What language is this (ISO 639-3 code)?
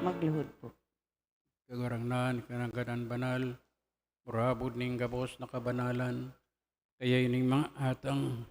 bik